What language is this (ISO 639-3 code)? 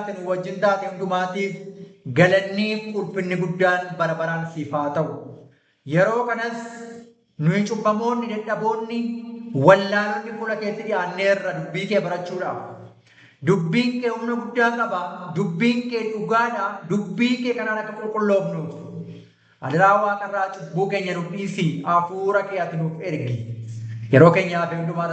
orm